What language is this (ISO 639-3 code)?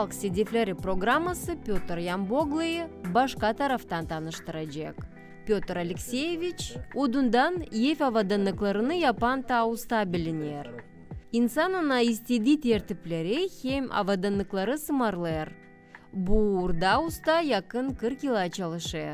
gag